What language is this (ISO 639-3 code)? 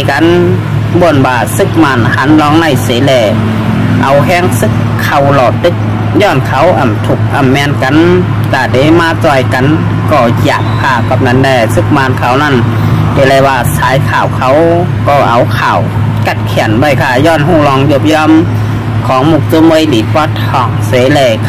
shn